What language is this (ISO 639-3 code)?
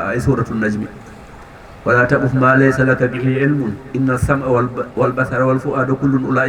ful